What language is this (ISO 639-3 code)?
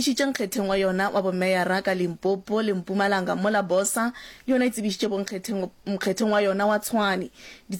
nso